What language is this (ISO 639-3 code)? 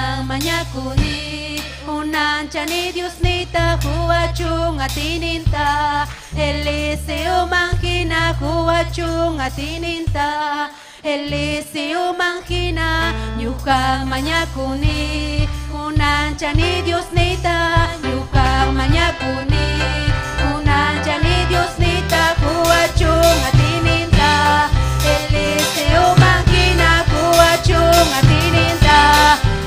quy